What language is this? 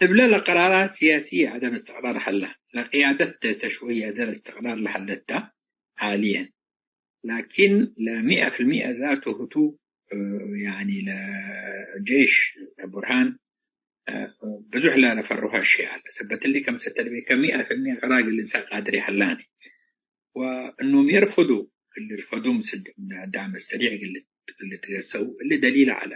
Tigre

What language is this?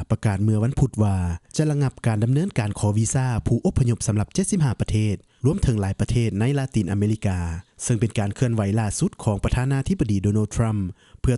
Lao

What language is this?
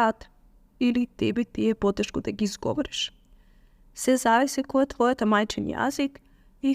Macedonian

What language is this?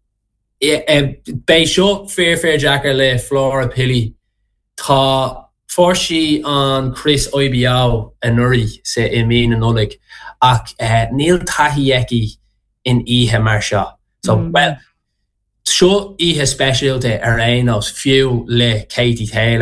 Irish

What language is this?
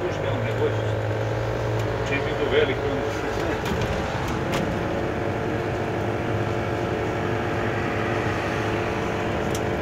Serbian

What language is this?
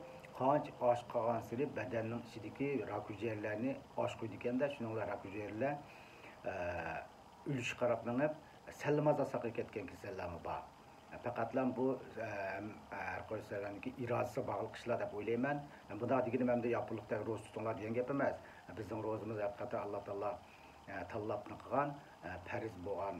Uyghur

